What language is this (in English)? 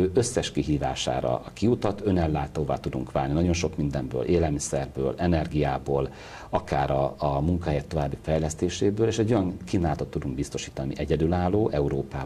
Hungarian